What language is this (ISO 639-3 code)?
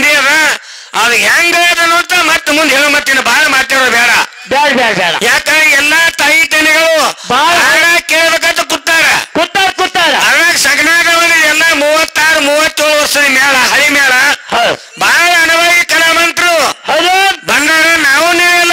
kan